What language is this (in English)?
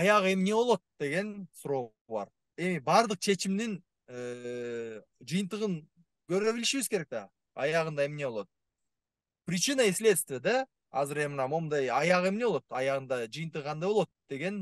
Kyrgyz